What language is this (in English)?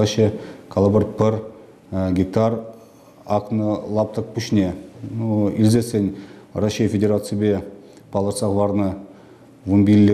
Chuvash